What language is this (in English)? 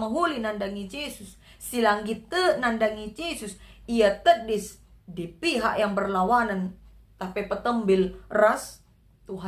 Batak Karo